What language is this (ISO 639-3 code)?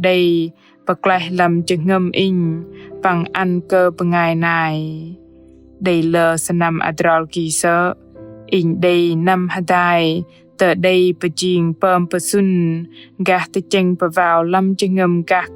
bdq